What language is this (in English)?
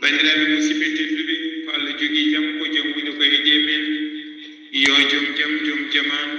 Fula